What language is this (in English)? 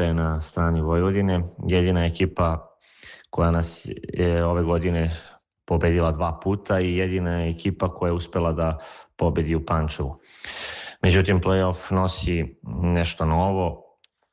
Serbian